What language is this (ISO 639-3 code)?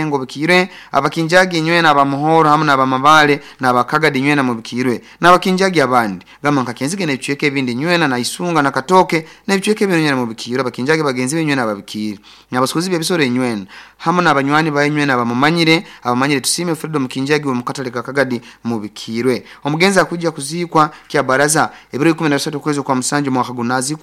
nyo